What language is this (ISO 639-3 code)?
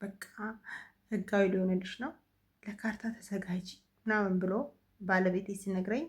amh